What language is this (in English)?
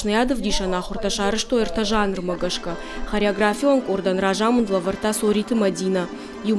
Ossetic